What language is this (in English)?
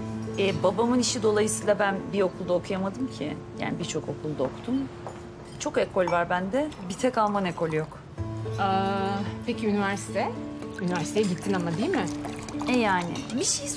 Turkish